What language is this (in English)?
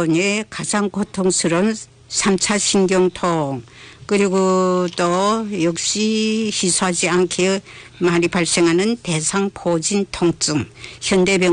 Korean